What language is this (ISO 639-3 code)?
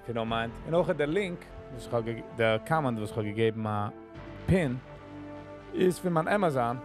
yid